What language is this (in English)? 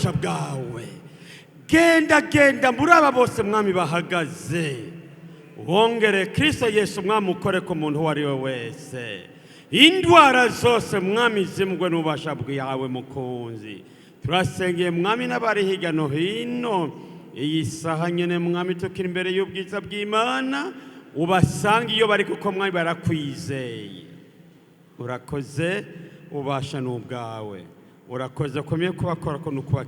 Rundi